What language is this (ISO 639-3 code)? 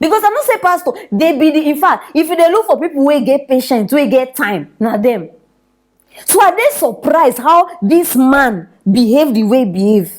pcm